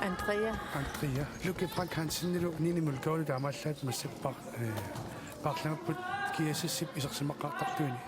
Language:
Kalaallisut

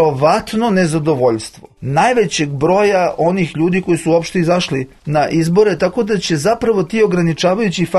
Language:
Serbian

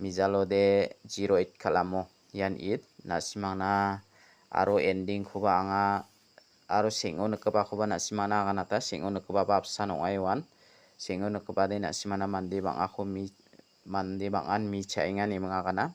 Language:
Garo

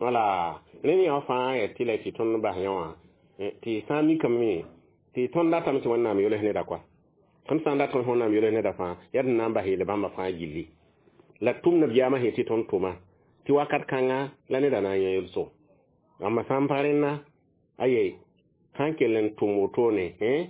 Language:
Mossi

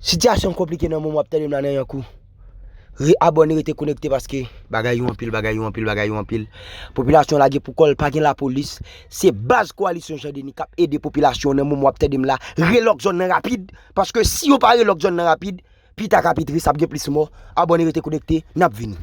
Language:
Haitian Creole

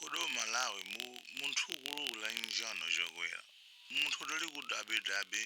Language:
Nyanja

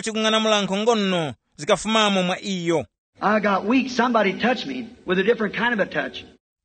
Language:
Tumbuka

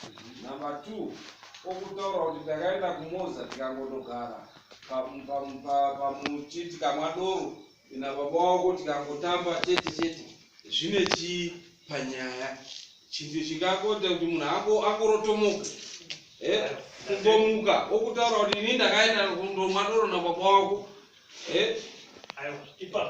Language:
Shona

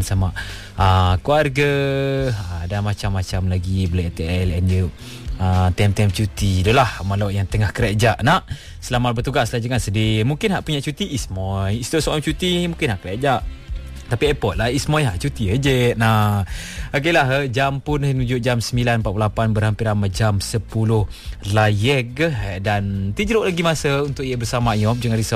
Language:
Malay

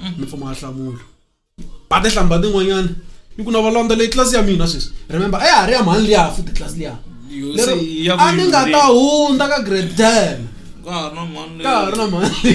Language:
Tsonga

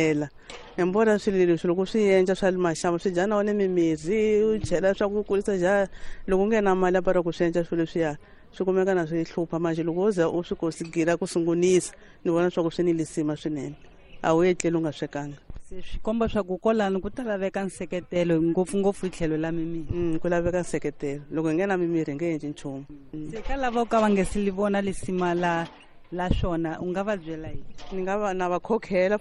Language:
Tsonga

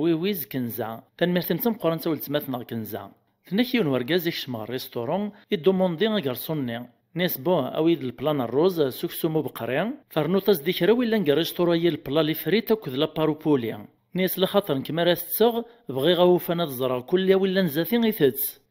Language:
Kabyle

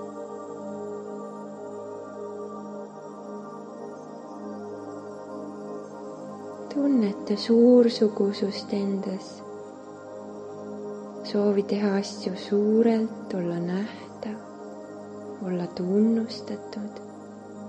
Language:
Estonian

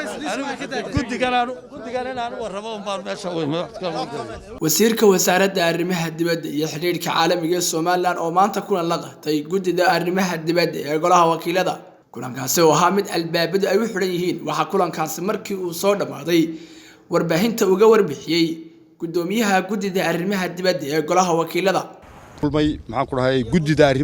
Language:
Somali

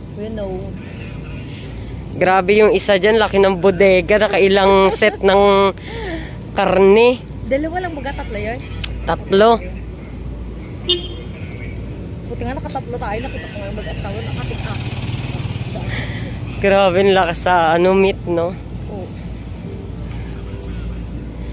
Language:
Filipino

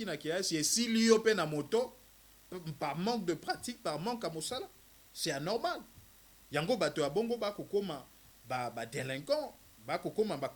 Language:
Lingala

